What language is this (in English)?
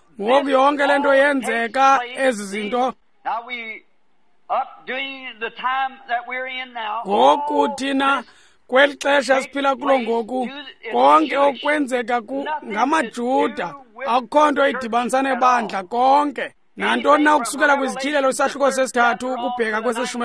Xhosa